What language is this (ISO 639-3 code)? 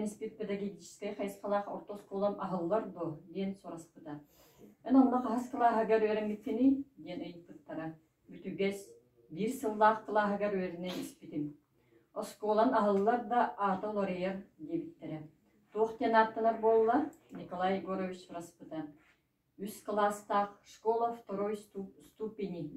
sah